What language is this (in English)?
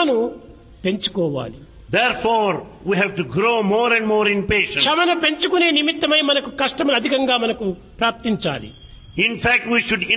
Telugu